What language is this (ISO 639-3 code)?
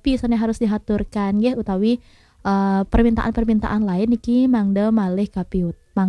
ban